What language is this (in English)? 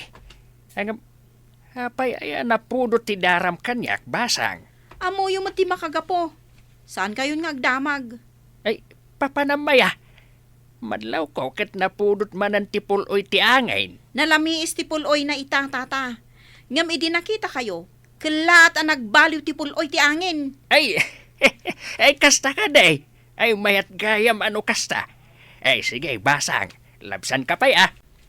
Iloko